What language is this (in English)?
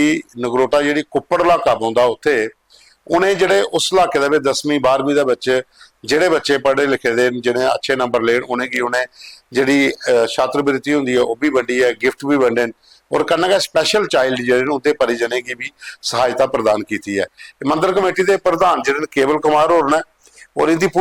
Dogri